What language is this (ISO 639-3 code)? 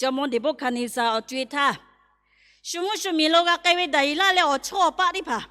lhu